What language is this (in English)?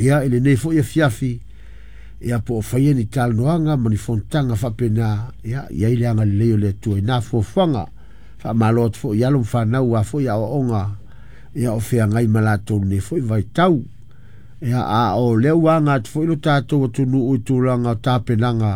Samoan